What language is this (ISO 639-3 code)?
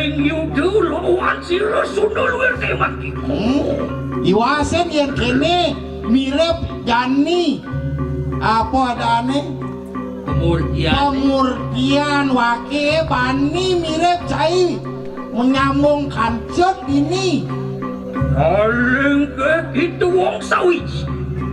ban